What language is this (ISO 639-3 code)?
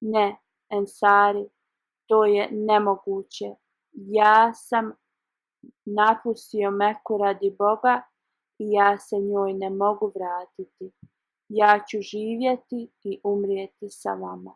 bos